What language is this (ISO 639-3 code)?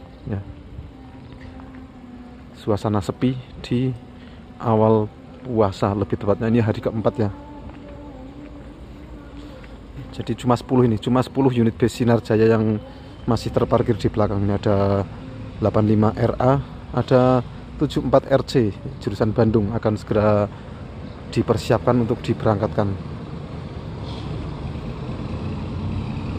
ind